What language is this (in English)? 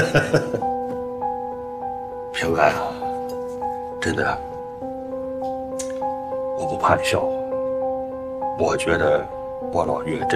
Chinese